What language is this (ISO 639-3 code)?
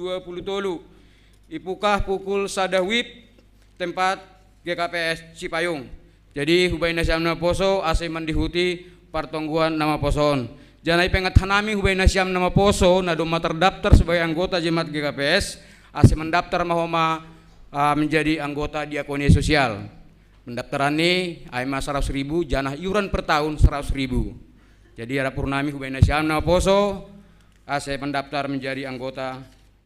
bts